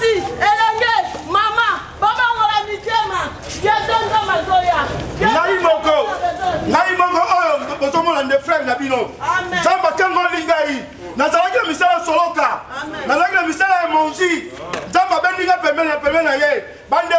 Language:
Lingala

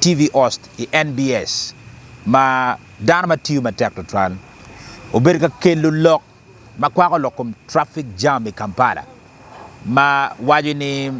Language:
Acoli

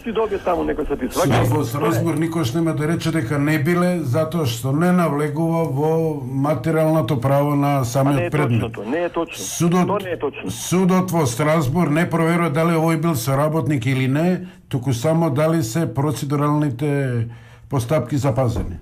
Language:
Macedonian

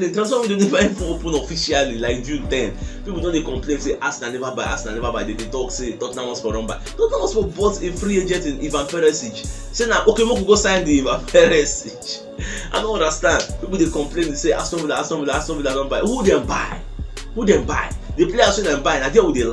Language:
Nigerian Pidgin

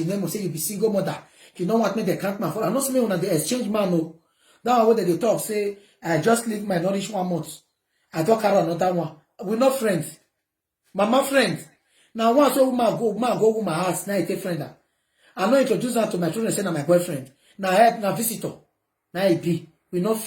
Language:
Nigerian Pidgin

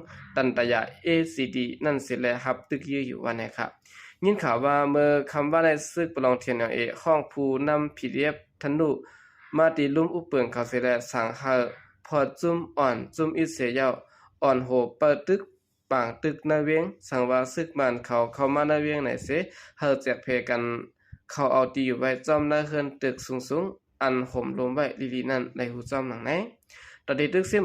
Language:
Shan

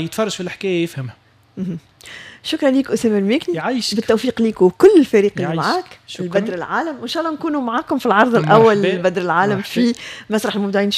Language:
Tunisian Arabic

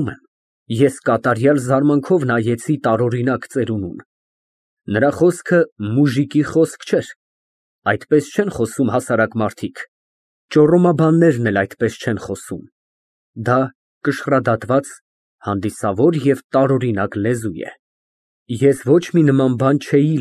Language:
Armenian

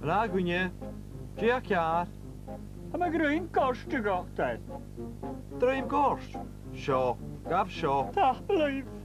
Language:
Scottish Gaelic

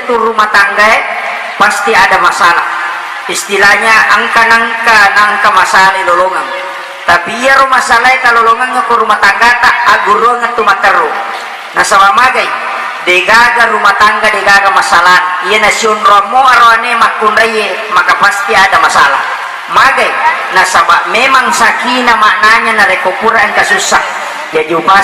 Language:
Buginese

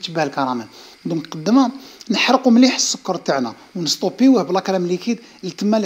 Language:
Algerian Arabic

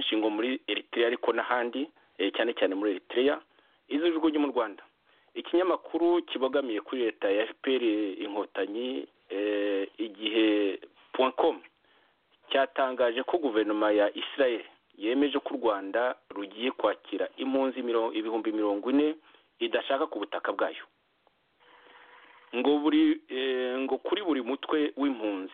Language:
Kinyarwanda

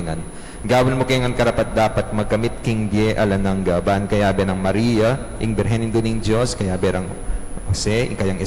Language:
Pampanga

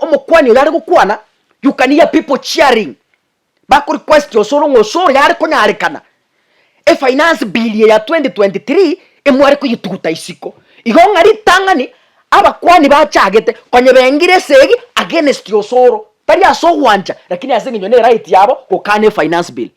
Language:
Gusii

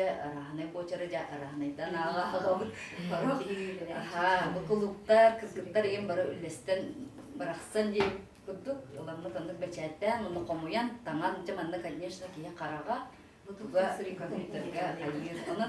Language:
Yakut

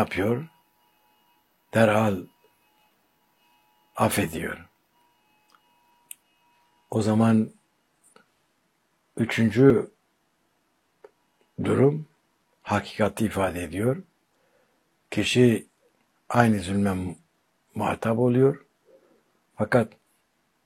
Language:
Turkish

